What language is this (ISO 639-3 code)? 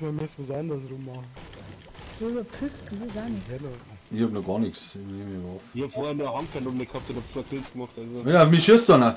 bar